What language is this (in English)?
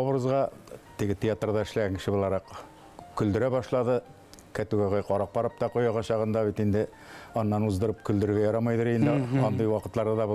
Bashkir